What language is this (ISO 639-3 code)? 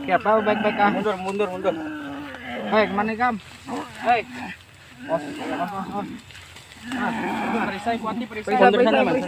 bjn